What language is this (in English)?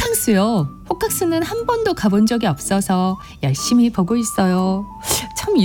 Korean